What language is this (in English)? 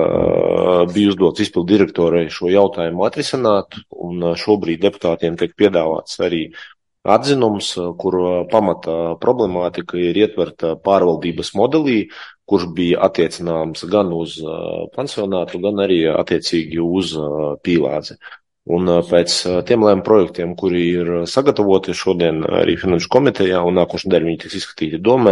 Latvian